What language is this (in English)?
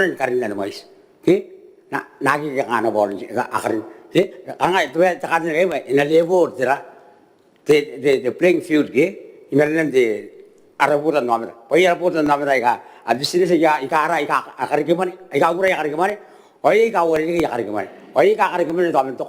Gilbertese